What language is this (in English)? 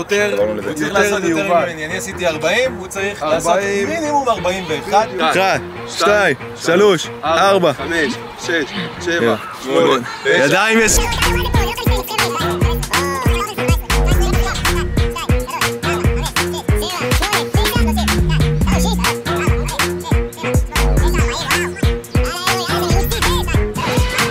Hebrew